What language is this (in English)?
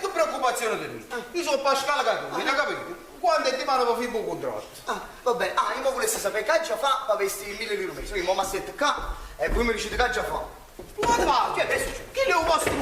Neapolitan